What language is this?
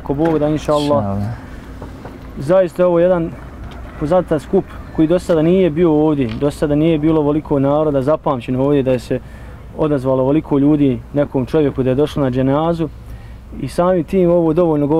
Bosnian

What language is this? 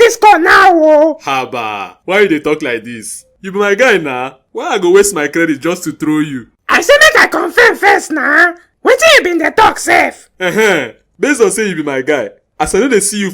Nigerian Pidgin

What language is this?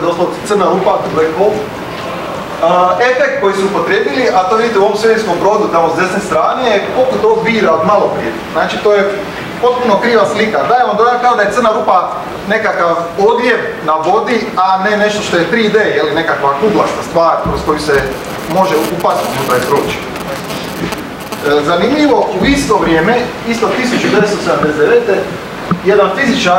Croatian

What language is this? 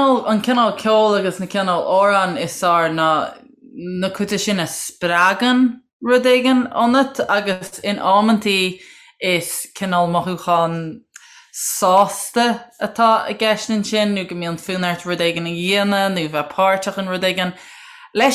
Irish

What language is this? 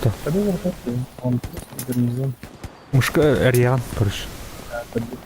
Yakut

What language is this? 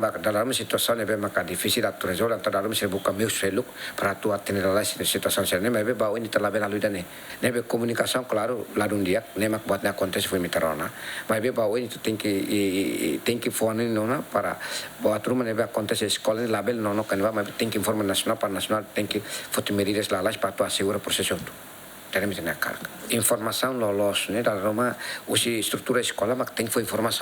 Tetum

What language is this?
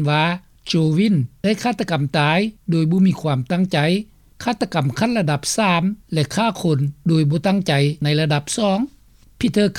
Lao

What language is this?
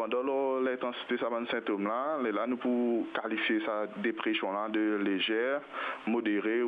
Morisyen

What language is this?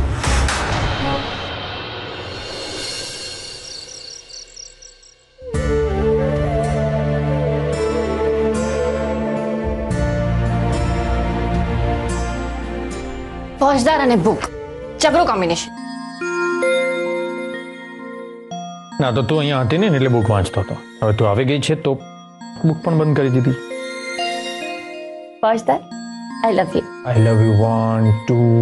Gujarati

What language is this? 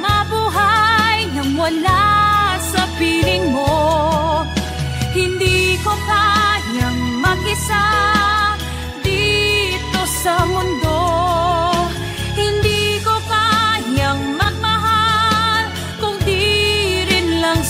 Filipino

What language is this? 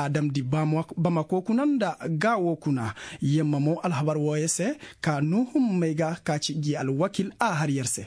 Koyraboro Senni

